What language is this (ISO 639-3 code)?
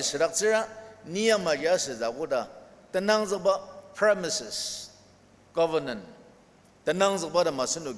njo